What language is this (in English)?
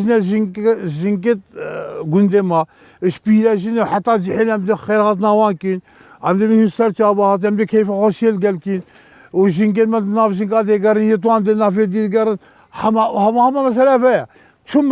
Kurdish